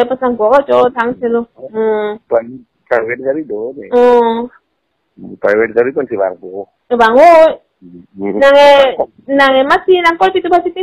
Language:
Karbi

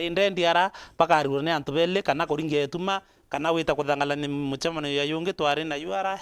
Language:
Meru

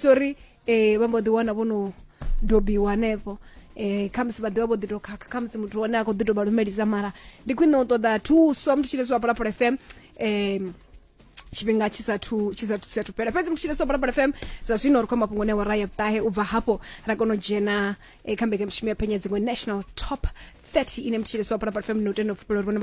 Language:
Venda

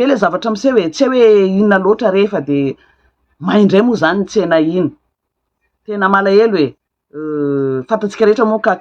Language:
Malagasy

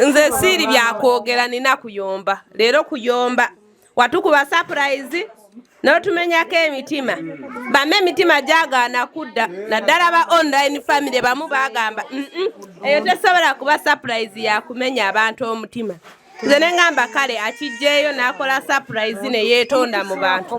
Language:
Ganda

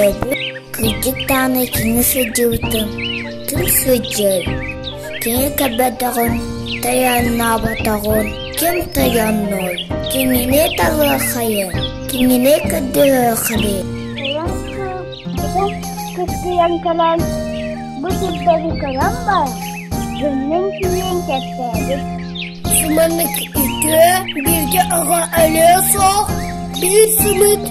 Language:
Yakut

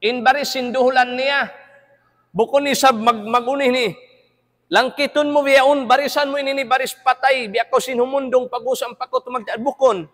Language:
Tausug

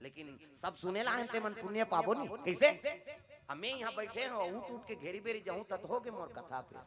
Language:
Chhattisgarhi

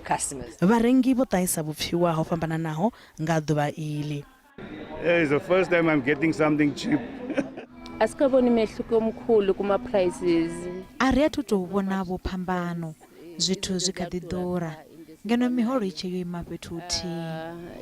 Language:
Venda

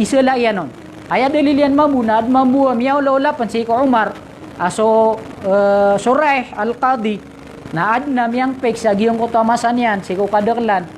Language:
Maranao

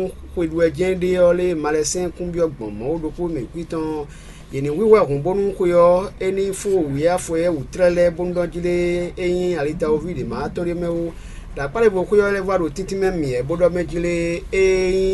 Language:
Fon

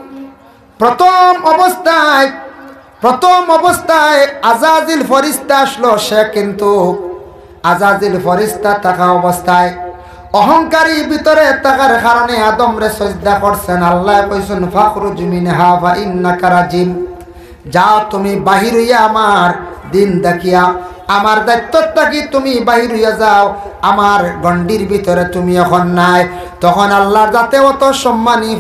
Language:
Sylheti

